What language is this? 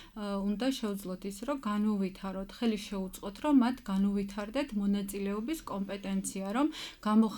Georgian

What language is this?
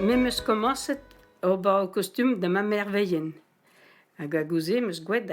Breton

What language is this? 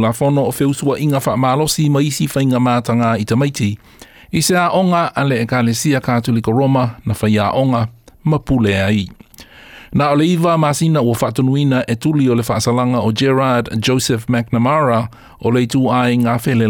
Samoan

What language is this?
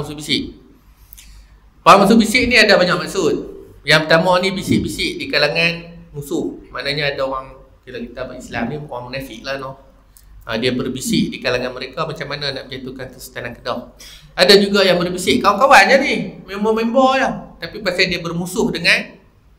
Malay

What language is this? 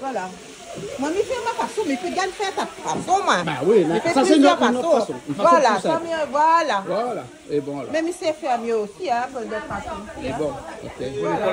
Réunion Creole French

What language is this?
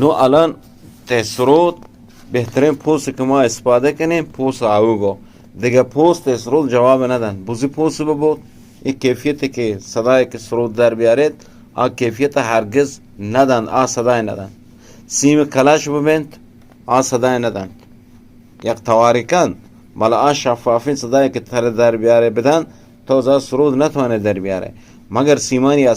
Eastern Balochi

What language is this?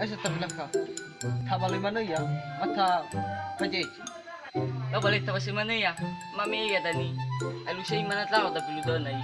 Nias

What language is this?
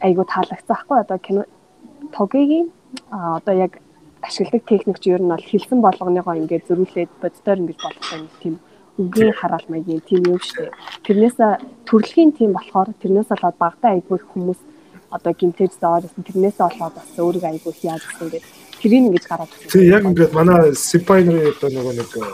Mongolian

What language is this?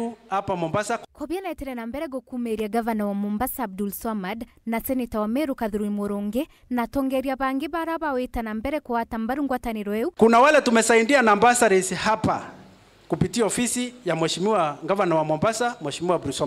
Meru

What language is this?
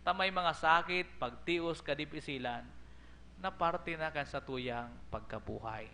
Bikol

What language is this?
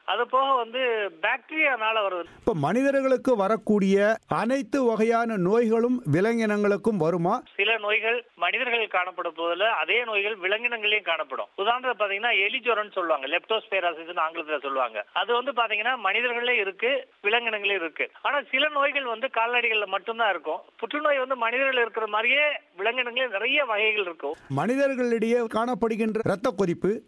Tamil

